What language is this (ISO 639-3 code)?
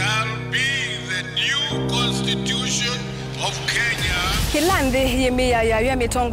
kam